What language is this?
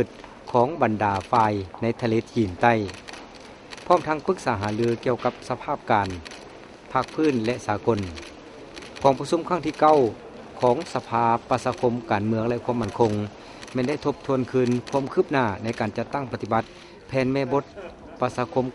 Lao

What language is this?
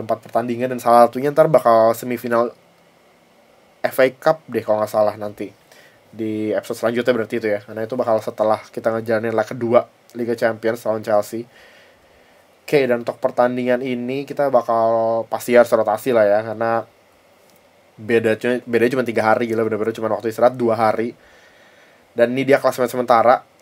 Indonesian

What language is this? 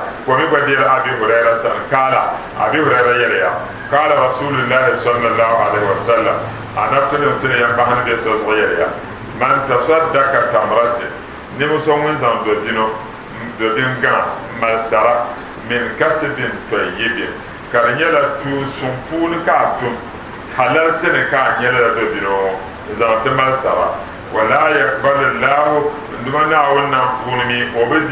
Dagbani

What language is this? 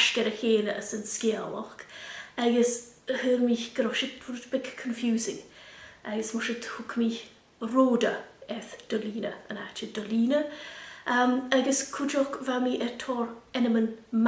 Scottish Gaelic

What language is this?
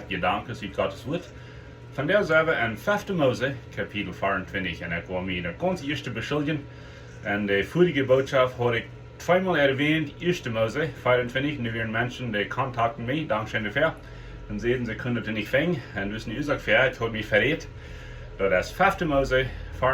Plautdietsch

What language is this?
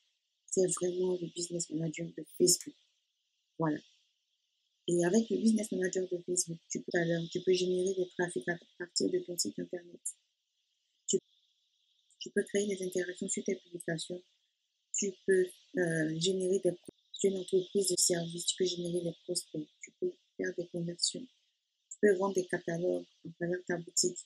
French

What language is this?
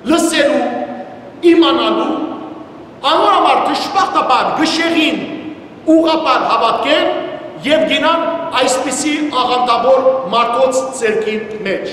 Western Armenian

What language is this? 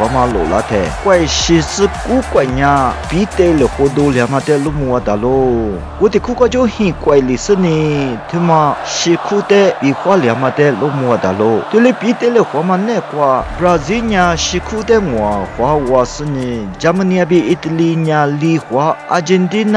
Lisu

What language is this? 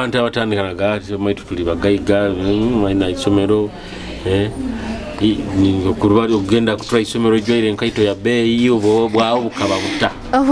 Nyoro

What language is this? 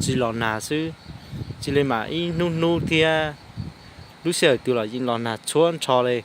Hmong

